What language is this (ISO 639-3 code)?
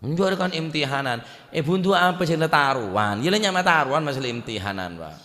mad